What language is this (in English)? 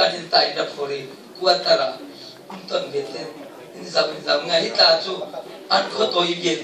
Falam Chin